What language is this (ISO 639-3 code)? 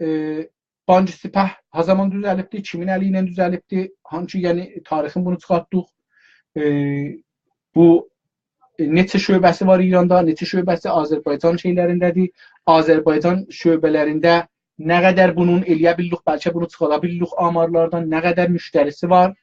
azb